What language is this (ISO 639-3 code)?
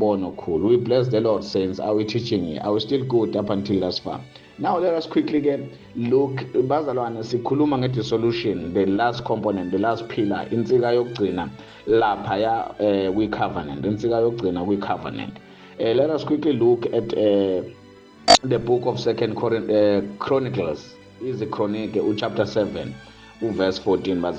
zul